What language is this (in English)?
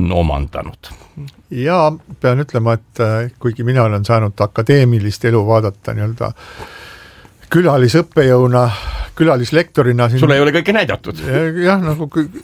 Estonian